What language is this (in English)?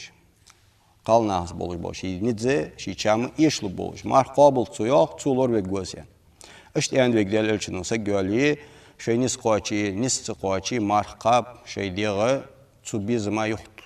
Ingush